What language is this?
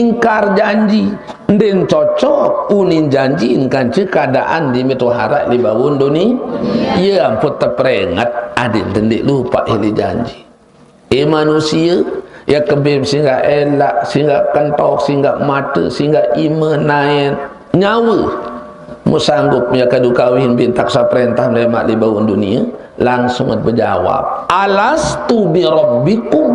Sasak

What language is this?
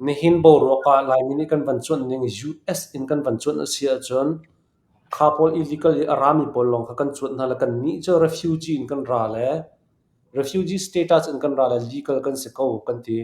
Hakha Chin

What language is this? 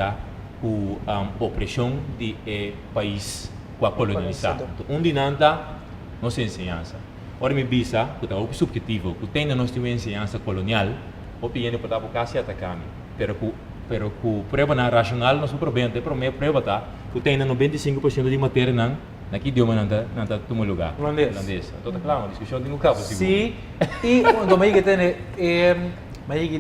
Papiamento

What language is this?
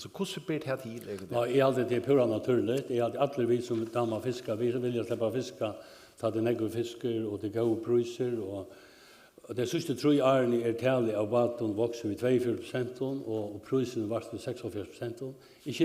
Faroese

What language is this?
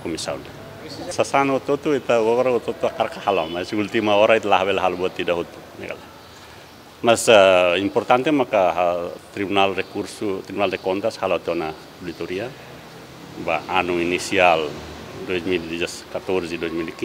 Tetum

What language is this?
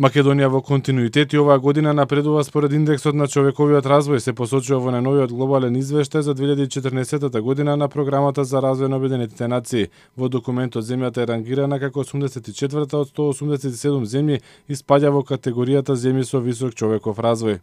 Macedonian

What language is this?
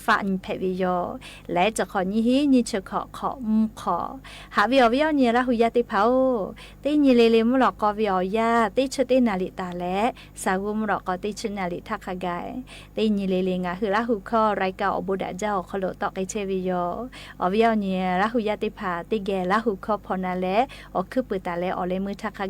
Lahu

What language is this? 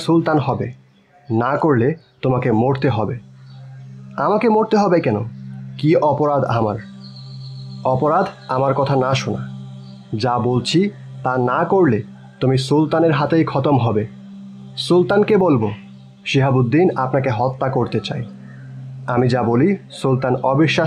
Bangla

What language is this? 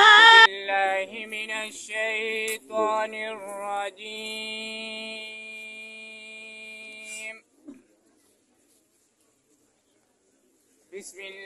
Urdu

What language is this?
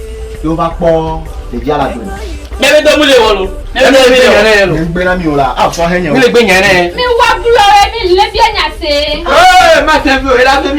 Ewe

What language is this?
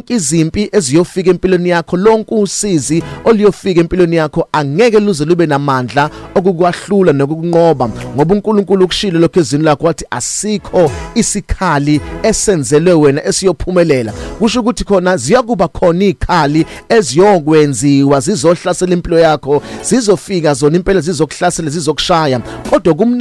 Zulu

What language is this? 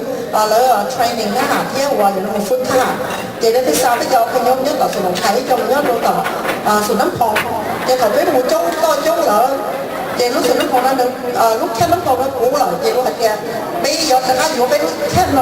Hmong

